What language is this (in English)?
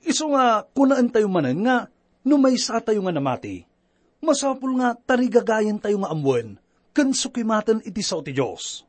Iloko